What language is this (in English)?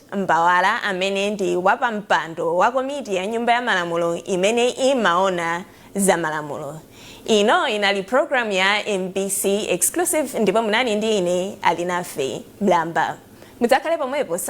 Nyanja